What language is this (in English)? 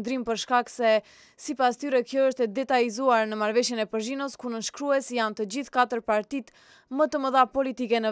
Albanian